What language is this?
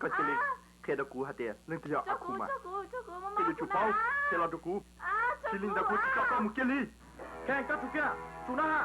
Hmong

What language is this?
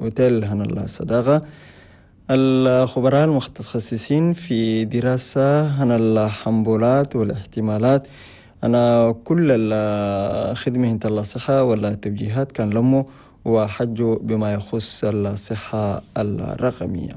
Chadian Arabic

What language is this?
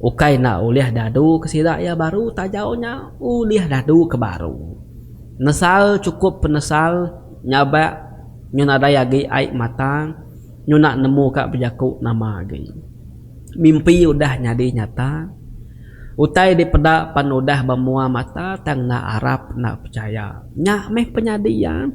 Iban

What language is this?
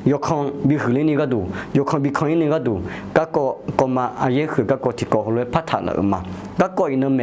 Akha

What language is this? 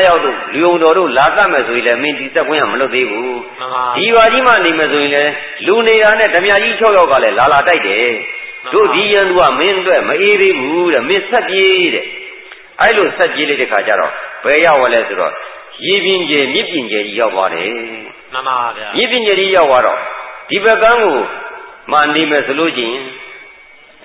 Burmese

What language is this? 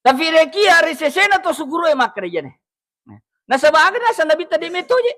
Buginese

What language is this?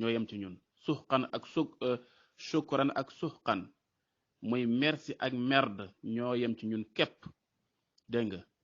Wolof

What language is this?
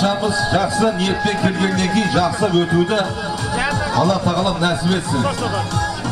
Kazakh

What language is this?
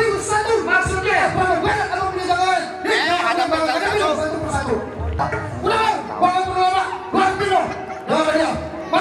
Betawi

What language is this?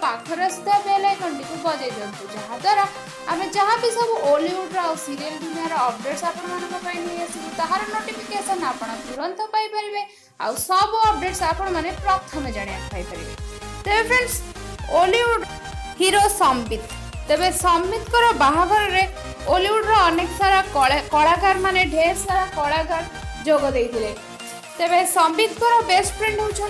Odia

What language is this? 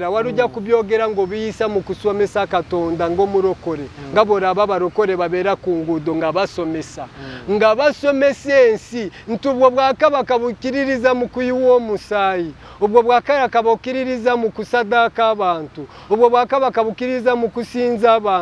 Ganda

